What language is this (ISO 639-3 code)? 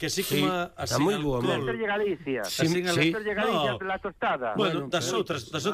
glg